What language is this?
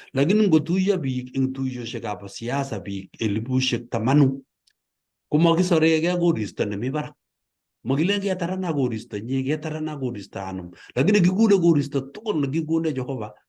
Kalenjin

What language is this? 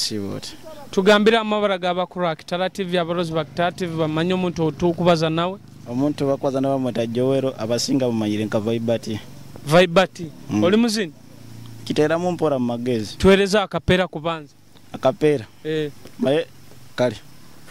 Nyoro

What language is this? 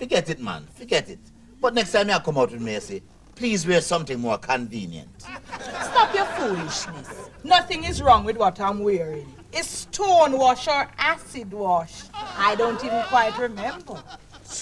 Jamaican Creole English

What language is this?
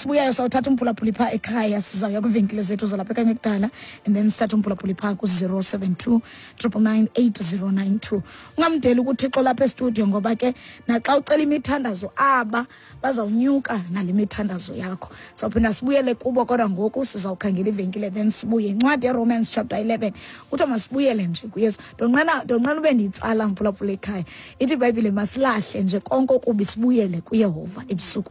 Xhosa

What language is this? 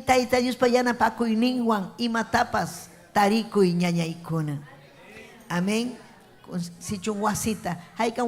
Ayacucho Quechua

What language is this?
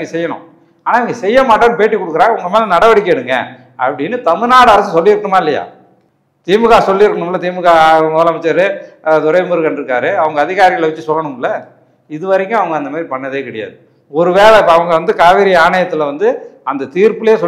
Tamil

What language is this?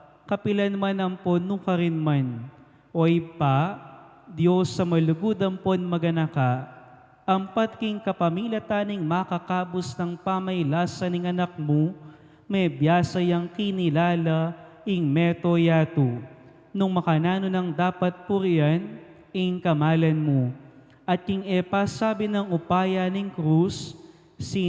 Pampanga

